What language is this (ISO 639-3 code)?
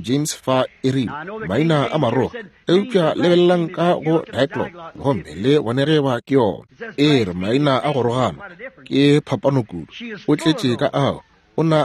nso